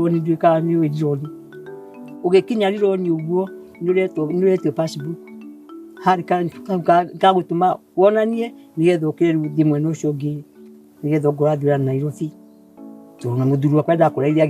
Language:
Kikuyu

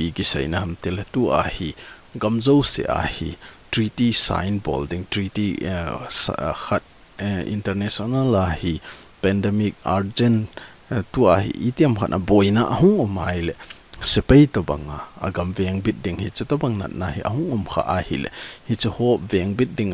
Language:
Thado Chin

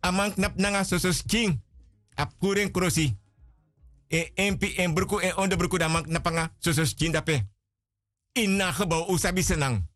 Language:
Sranan Tongo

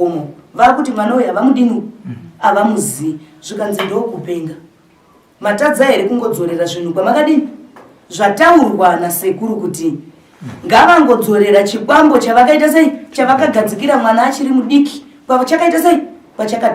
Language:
Shona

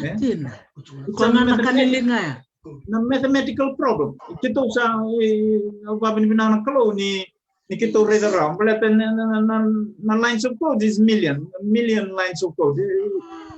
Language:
Fijian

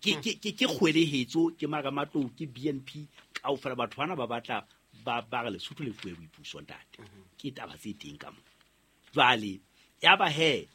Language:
Southern Sotho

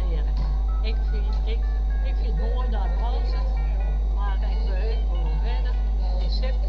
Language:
Western Frisian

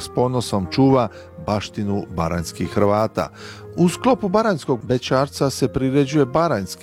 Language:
Croatian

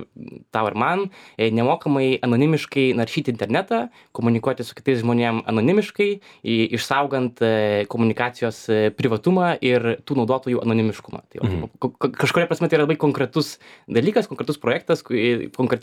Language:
Lithuanian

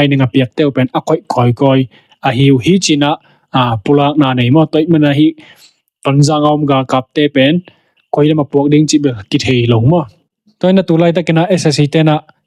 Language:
Tedim Chin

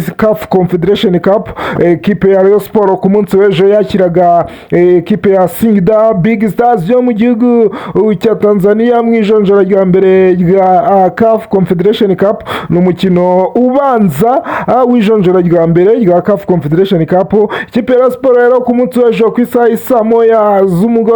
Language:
Kinyarwanda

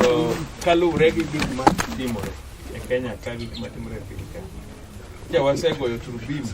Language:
Luo (Kenya and Tanzania)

